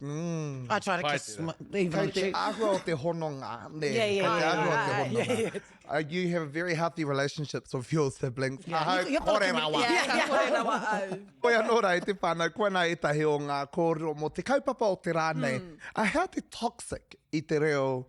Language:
Māori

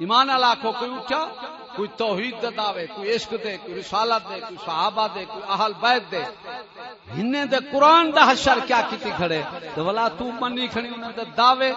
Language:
Saraiki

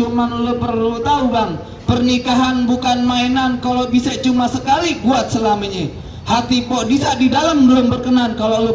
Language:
Betawi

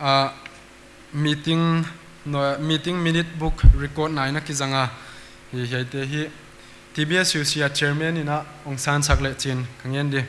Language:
Paite Chin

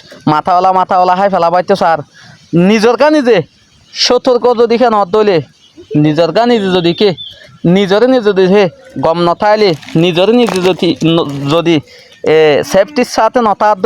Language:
Rohingya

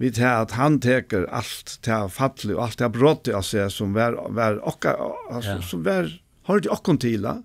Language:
Faroese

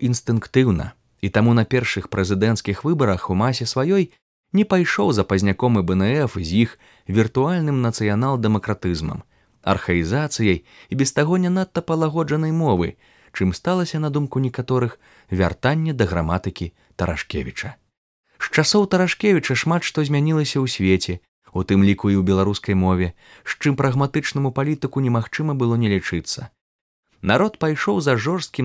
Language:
Belarusian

